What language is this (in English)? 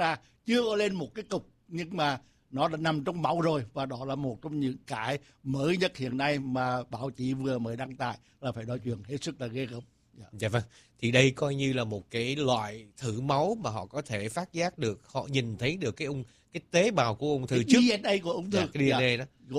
Vietnamese